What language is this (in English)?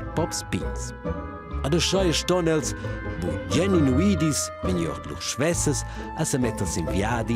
Romansh